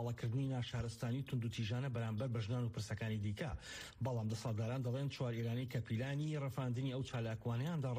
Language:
Central Kurdish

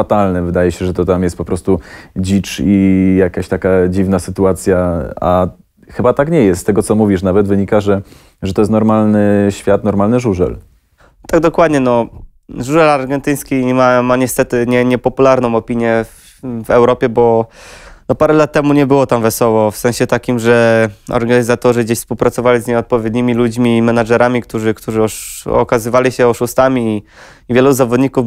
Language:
Polish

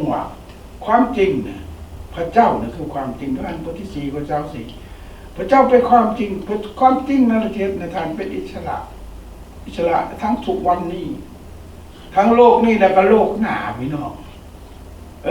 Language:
Lao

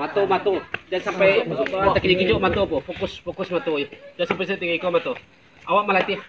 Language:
Minangkabau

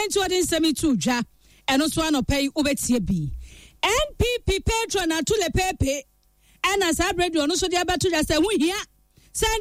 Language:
Akan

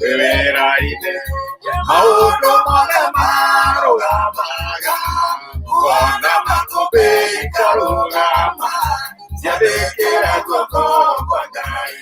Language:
Kikuyu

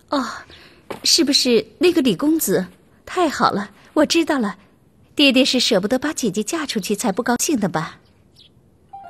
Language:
Chinese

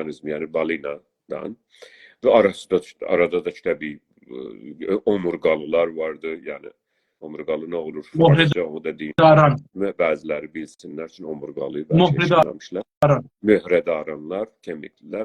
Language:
South Azerbaijani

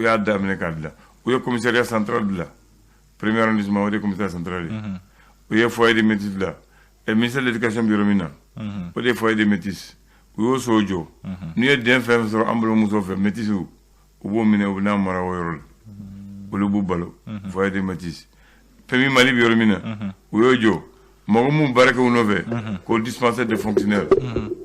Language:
Bambara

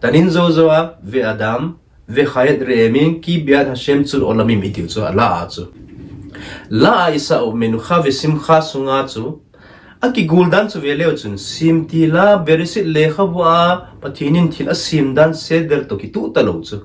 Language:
Thado Chin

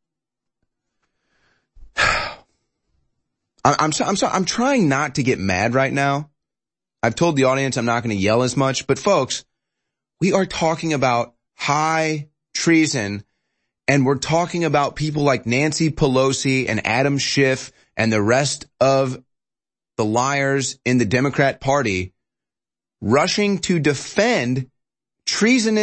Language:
English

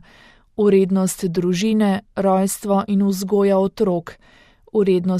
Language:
Slovenian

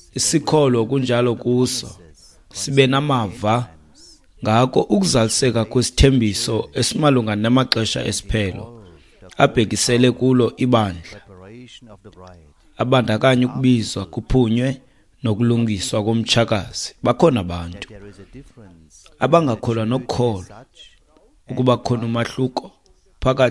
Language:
Xhosa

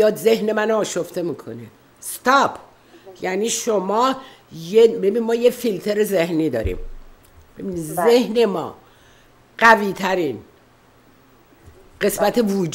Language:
Persian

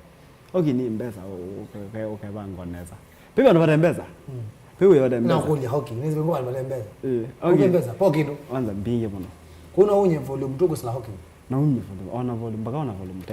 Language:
Kamba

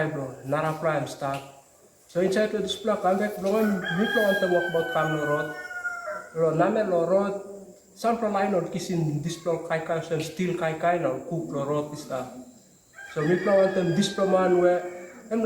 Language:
Tok Pisin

